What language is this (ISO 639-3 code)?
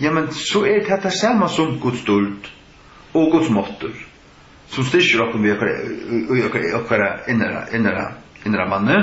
fao